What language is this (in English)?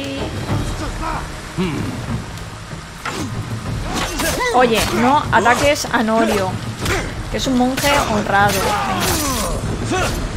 Spanish